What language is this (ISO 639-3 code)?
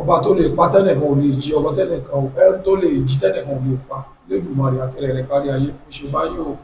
yor